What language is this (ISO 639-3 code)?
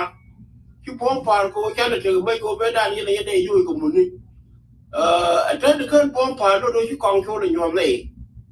nus